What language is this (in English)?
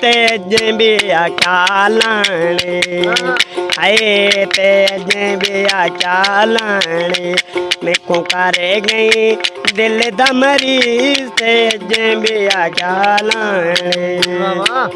Saraiki